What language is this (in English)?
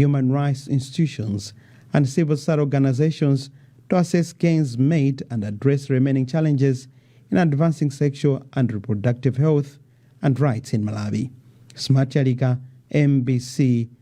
English